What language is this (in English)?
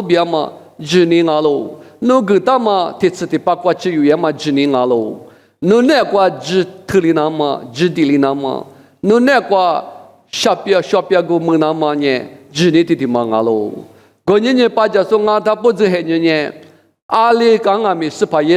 Lisu